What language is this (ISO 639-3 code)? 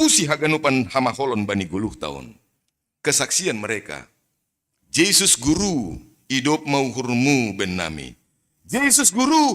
bts